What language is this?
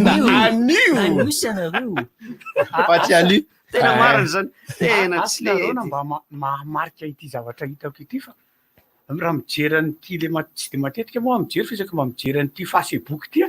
Malagasy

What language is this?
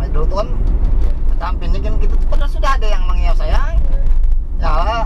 Banjar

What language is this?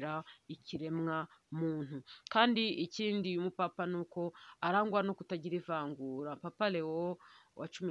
Kinyarwanda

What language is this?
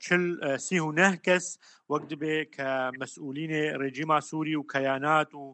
Kurdish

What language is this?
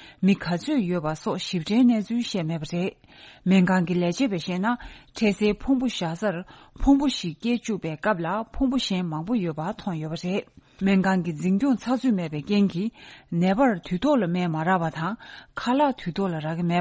Tibetan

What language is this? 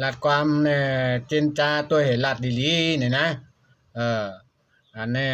Shan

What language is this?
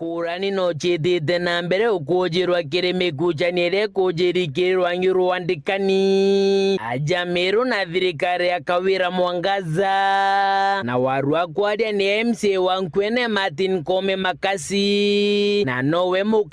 Meru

